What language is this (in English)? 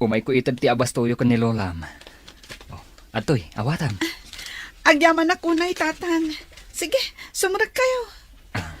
Iloko